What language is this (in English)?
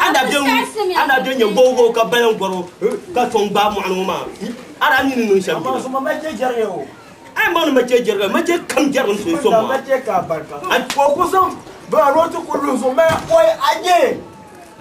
Dagbani